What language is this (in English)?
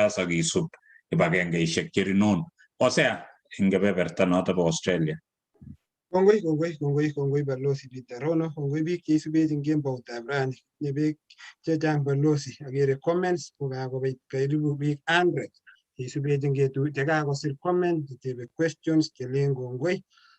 Kalenjin